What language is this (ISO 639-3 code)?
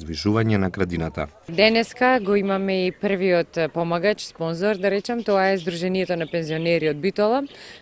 mkd